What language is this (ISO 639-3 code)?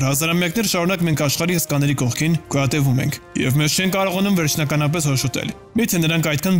hye